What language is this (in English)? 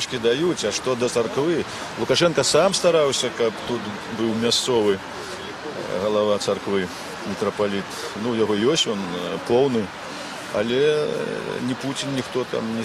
Belarusian